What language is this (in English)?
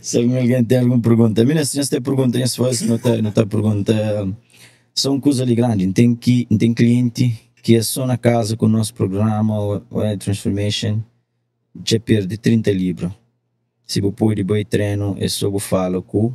Kabuverdianu